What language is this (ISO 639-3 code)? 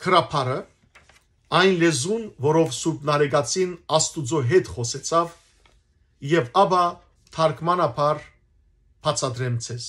hyw